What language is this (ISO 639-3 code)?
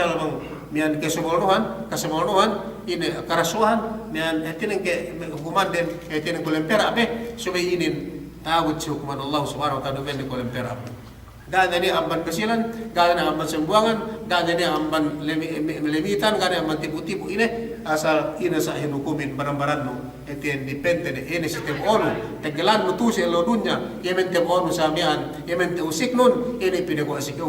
yka